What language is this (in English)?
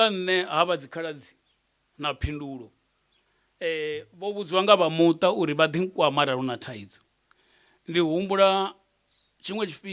Venda